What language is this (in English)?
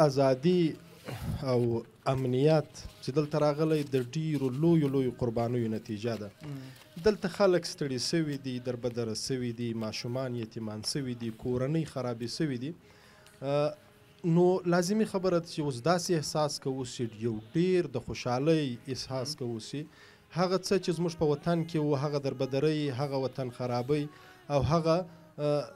Pashto